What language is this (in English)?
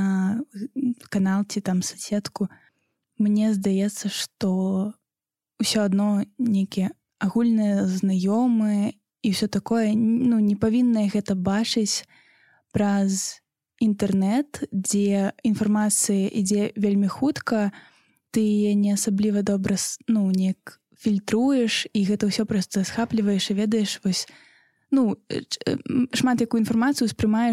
Belarusian